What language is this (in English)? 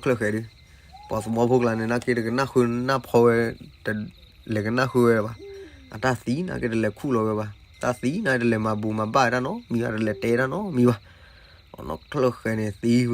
S'gaw Karen